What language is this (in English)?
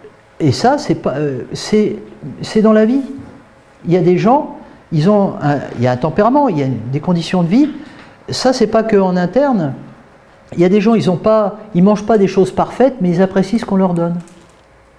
French